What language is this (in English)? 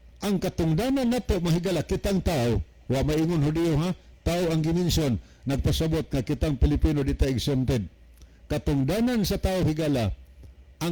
Cebuano